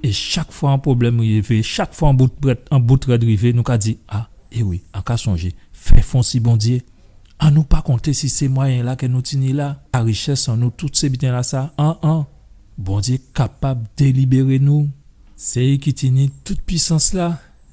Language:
Guadeloupean Creole French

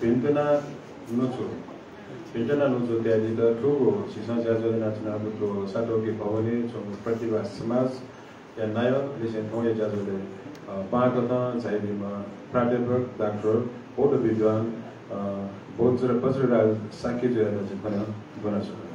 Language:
Newari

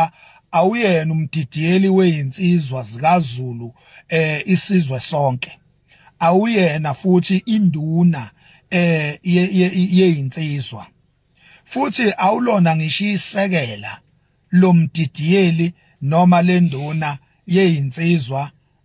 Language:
Zulu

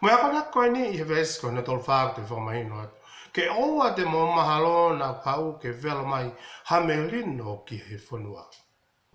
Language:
Tongan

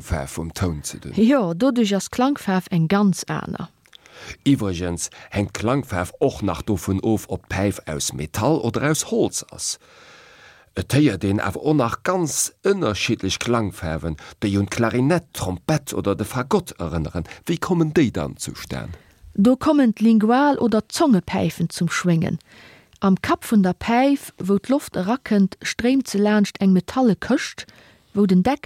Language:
Luxembourgish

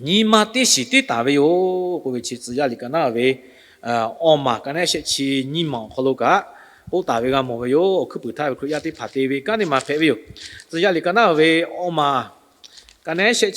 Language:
Lahu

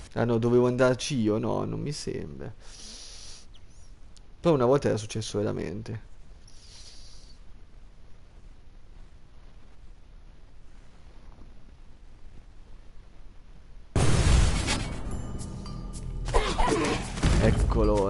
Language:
Italian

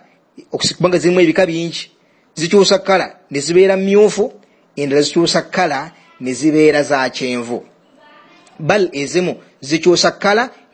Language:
Ganda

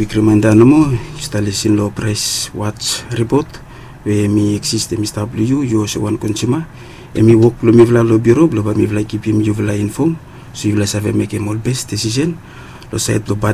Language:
Bislama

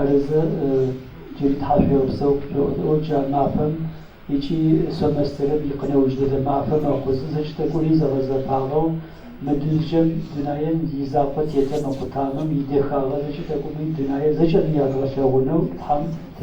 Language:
Adyghe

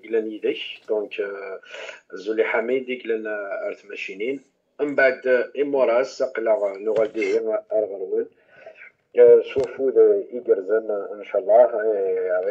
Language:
Kabyle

